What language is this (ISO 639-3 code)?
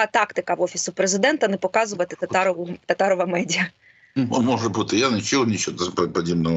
ukr